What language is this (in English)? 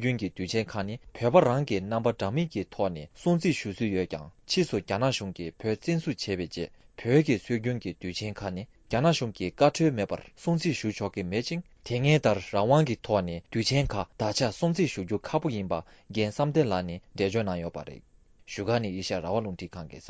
Tibetan